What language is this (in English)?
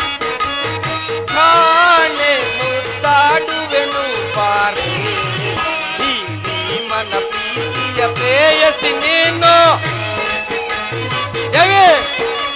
Kannada